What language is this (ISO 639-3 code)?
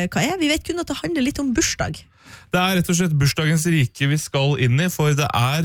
nor